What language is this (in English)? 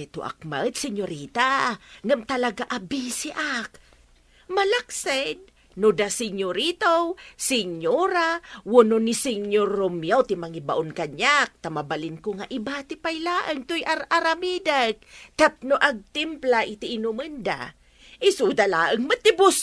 Iloko